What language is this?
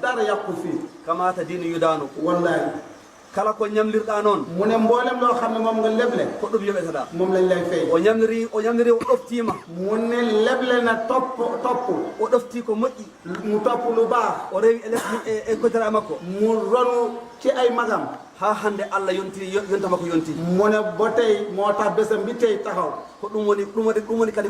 Fula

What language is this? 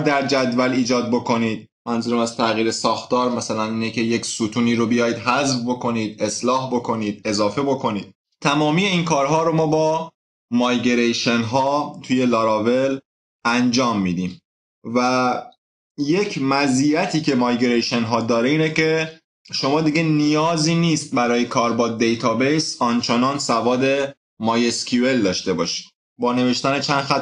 Persian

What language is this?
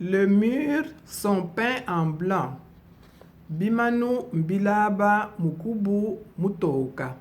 Luba-Lulua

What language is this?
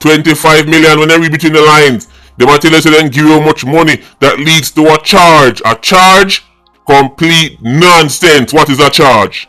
Jamaican Creole English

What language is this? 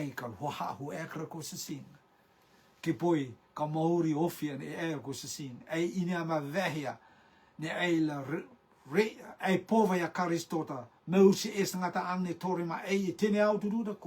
Rotuman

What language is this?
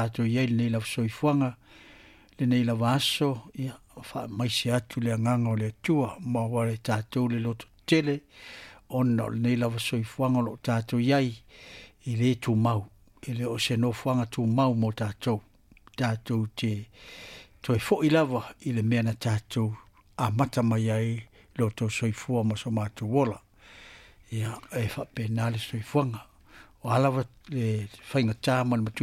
Samoan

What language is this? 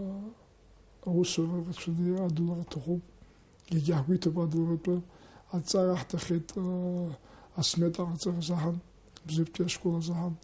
Abkhazian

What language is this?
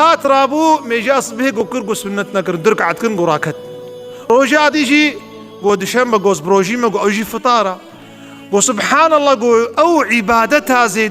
Kurdish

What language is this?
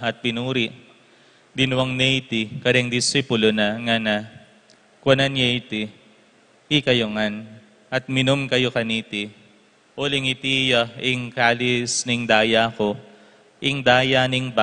Pampanga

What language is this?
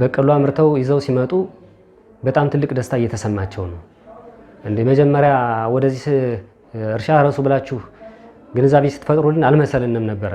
Amharic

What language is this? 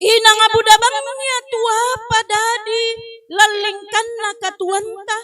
Toraja-Sa'dan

